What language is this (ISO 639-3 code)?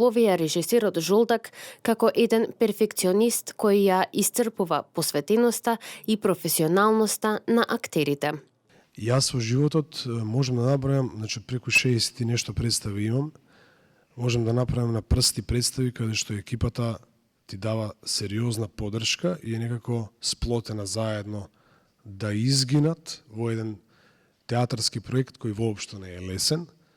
mkd